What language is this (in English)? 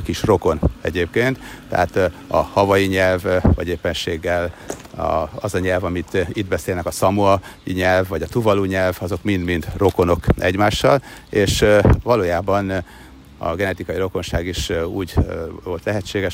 Hungarian